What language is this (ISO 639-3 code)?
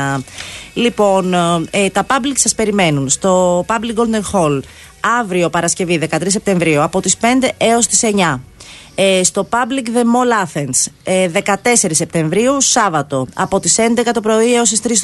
ell